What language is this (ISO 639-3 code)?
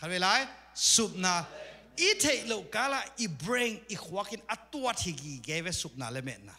ctd